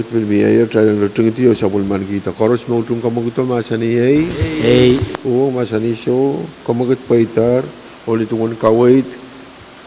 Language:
Pohnpeian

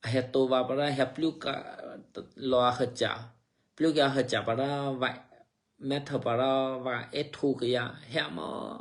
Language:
Eastern Kayah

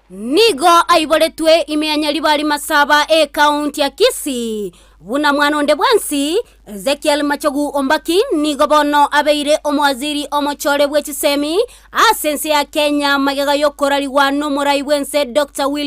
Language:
Gusii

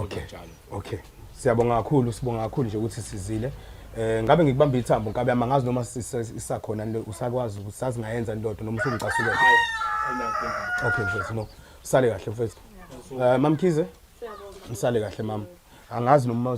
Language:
Zulu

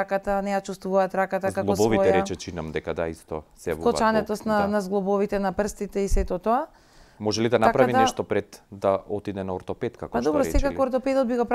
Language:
Macedonian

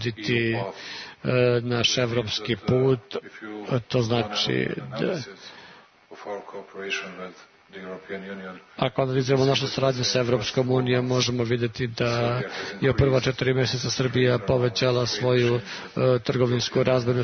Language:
Serbian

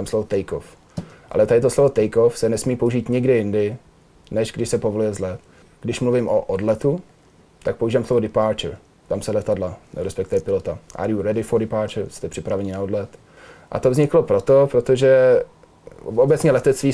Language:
Czech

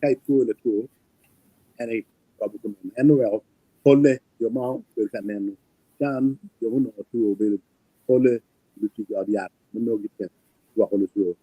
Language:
Acoli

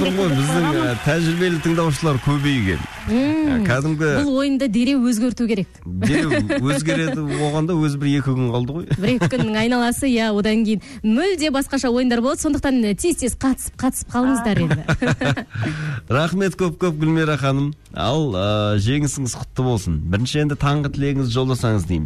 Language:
Kazakh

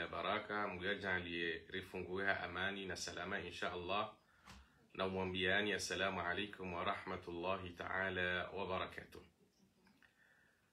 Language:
Swahili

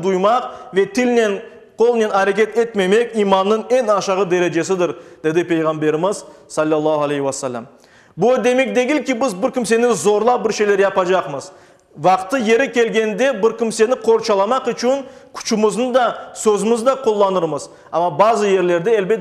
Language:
Crimean Tatar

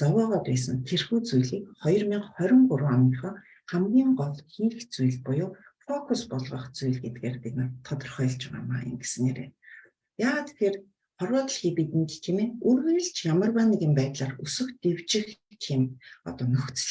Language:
Mongolian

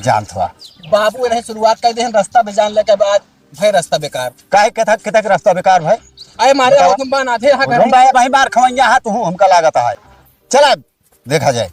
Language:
Awadhi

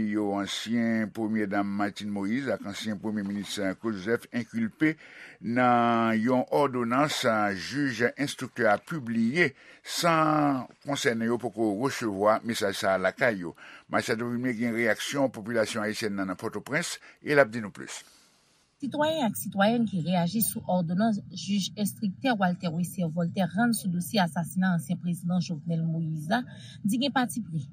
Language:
Haitian Creole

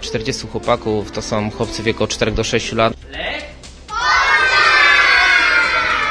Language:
Polish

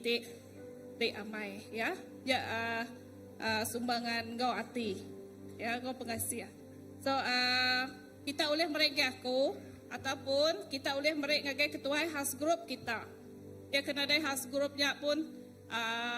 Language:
Iban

